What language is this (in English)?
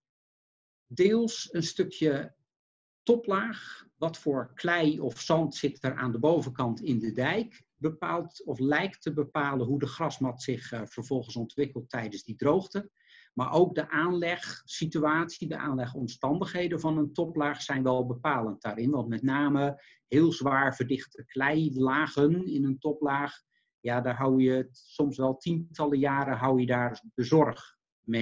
Dutch